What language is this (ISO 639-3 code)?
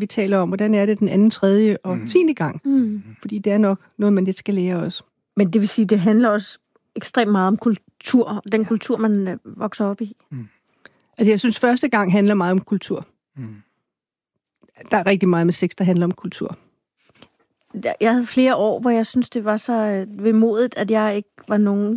dan